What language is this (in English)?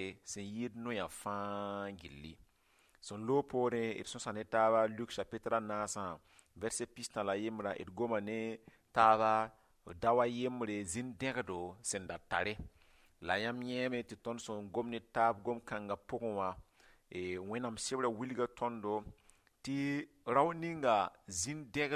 Mossi